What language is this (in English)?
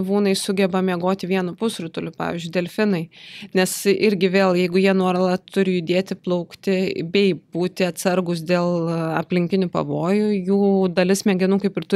Lithuanian